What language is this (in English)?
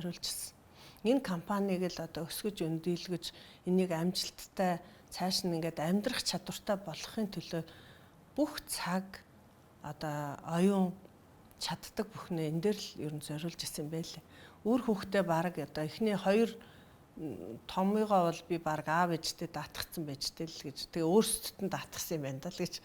Mongolian